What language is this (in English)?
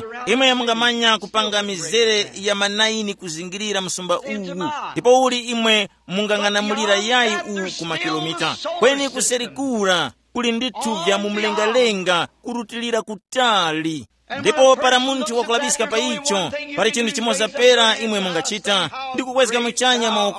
Tumbuka